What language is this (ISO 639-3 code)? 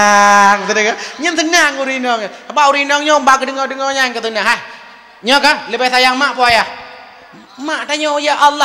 ace